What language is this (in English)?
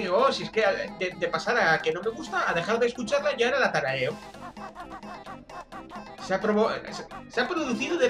Spanish